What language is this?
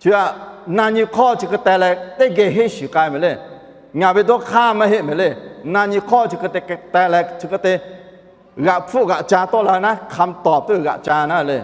Lahu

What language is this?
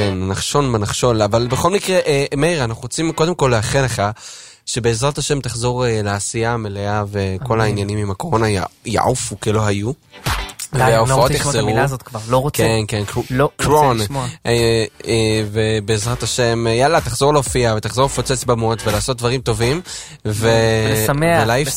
Hebrew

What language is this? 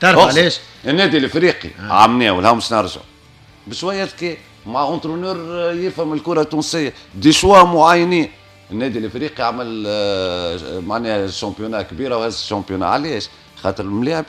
Tunisian Arabic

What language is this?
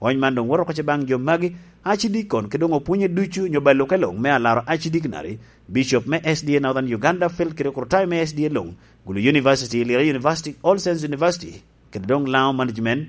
Lango (Uganda)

